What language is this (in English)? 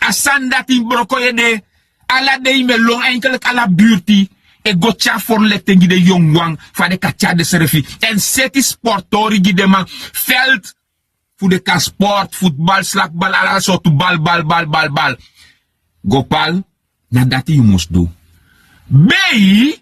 Sranan Tongo